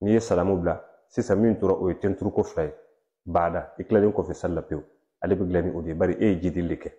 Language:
Bambara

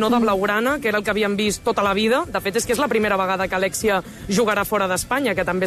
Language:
Catalan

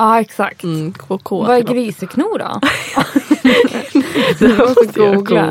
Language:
Swedish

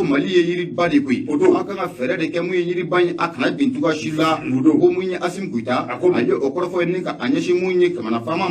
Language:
Bambara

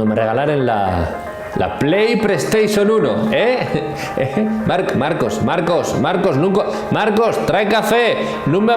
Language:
Asturian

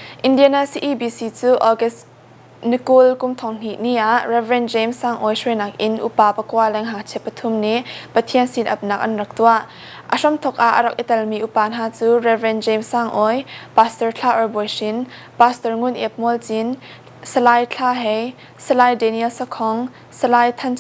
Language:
Hakha Chin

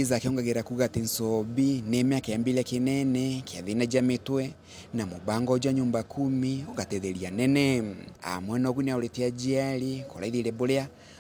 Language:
Meru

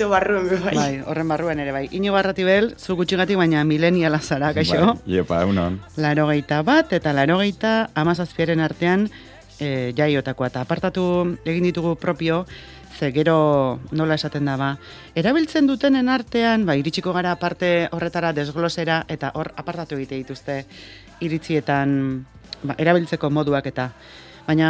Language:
Basque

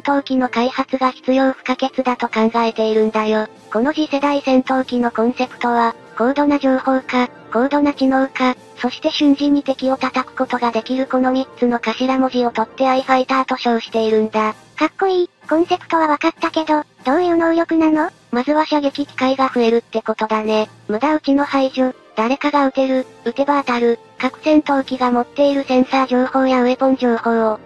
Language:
Japanese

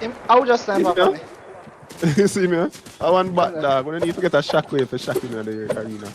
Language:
Jamaican Creole English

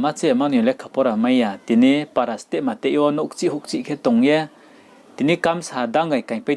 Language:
Riang (India)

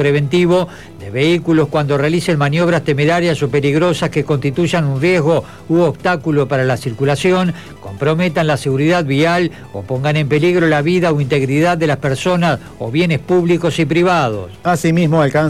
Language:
Spanish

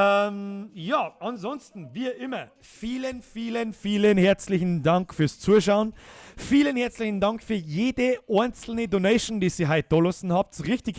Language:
Bavarian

